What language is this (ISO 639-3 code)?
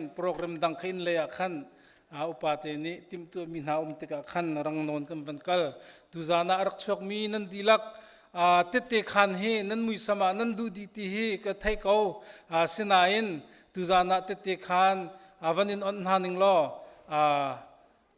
cnh